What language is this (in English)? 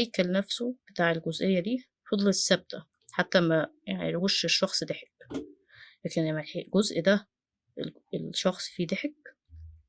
Egyptian Arabic